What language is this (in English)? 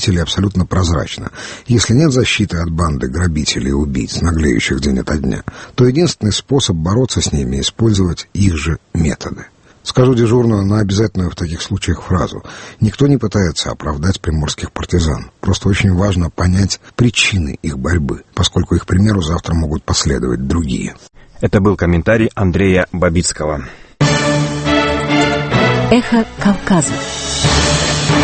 Russian